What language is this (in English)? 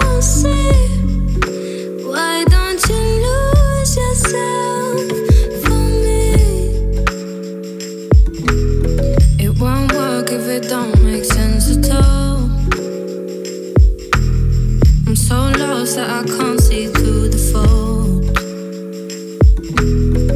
English